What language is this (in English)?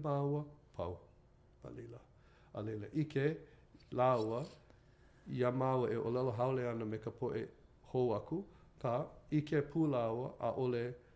Hawaiian